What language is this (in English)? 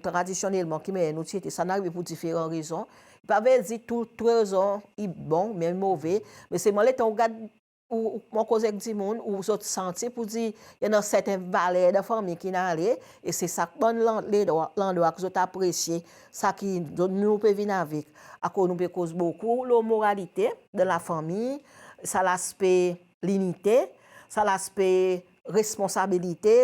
Seselwa Creole French